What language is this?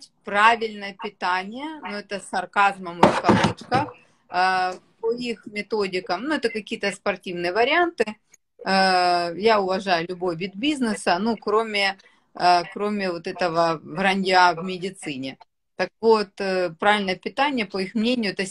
Russian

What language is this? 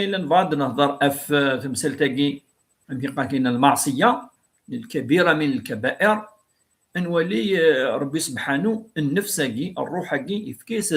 Kabyle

